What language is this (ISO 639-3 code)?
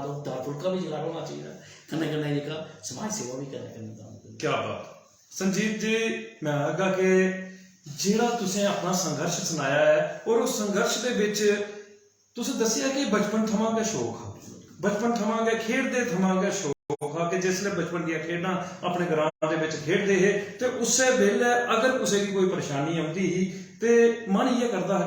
doi